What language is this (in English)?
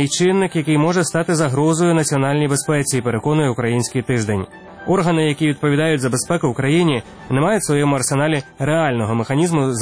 Ukrainian